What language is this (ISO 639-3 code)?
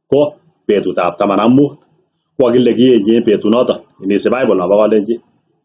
kln